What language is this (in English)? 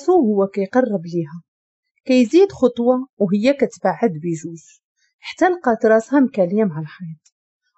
Moroccan Arabic